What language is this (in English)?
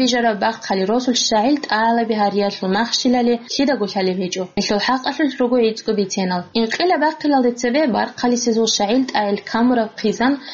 Avaric